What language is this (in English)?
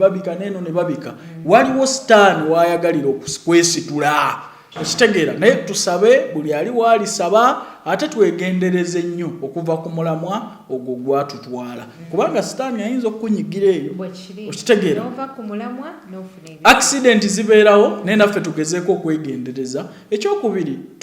Ganda